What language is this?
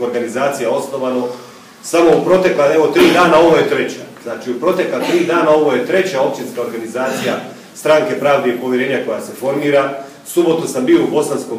Croatian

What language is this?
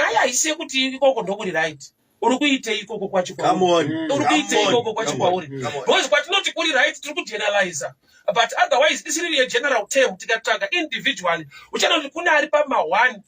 Shona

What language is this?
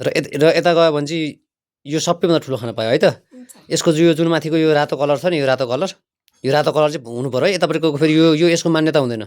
Nepali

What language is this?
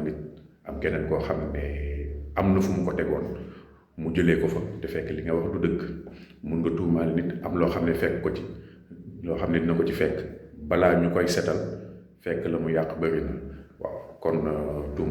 Wolof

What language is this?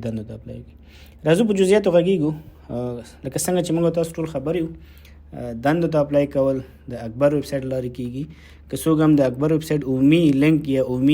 Pashto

